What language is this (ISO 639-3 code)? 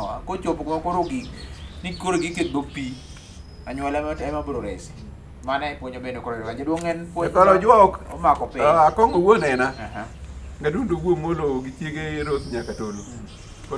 luo